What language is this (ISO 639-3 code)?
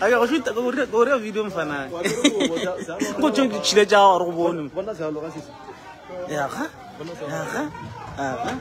nso